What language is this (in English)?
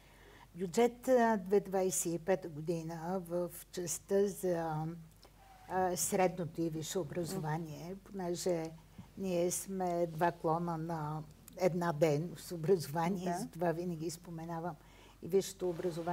Bulgarian